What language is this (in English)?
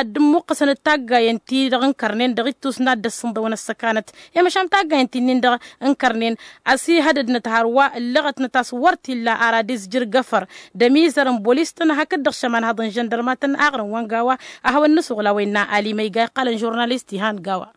Tamasheq